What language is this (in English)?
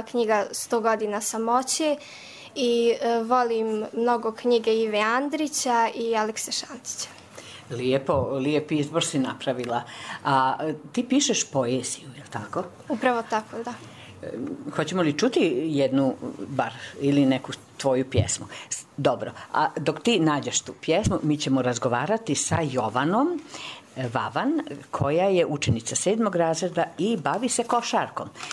Serbian